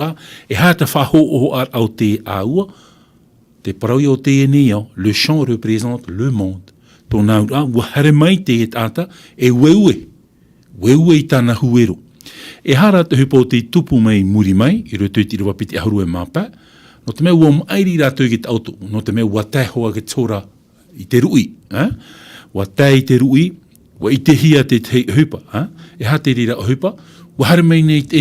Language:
Tahitian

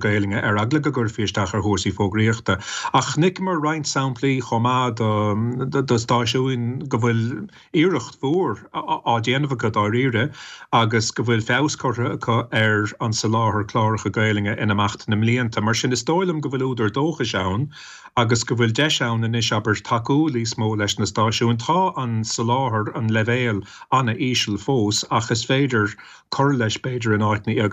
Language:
Irish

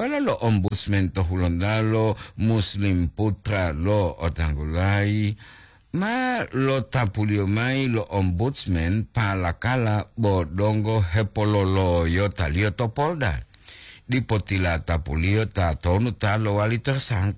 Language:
Gorontalo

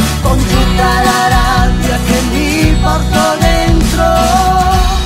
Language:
Italian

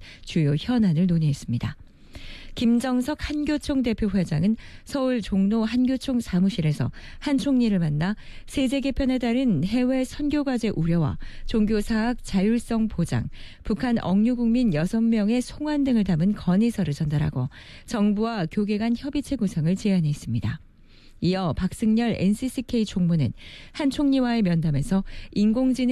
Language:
Korean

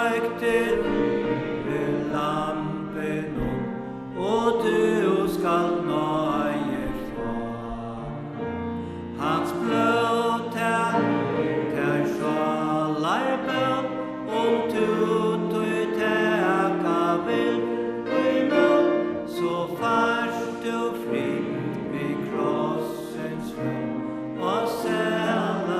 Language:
Faroese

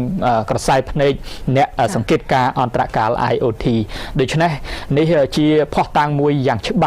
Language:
Khmer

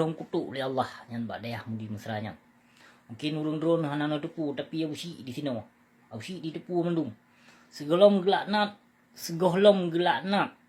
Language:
Achinese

